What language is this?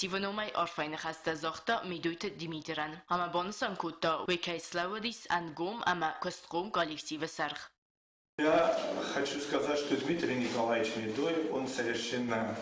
Ossetic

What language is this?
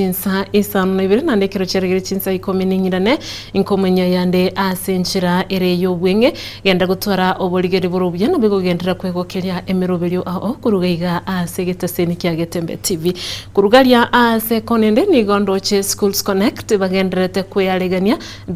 Gusii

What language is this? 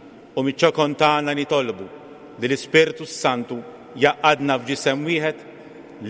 Maltese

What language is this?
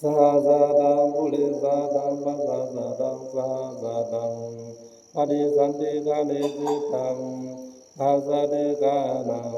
Pali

